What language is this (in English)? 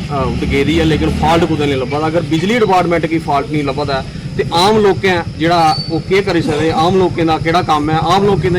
Dogri